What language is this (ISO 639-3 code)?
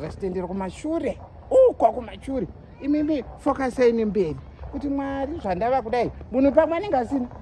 sna